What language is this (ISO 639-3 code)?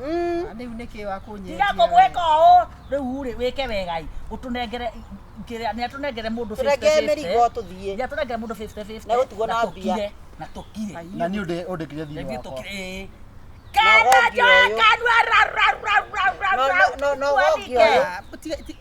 kik